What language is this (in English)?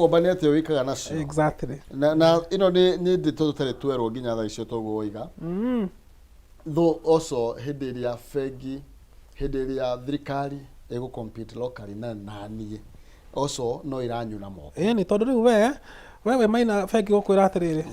Kikuyu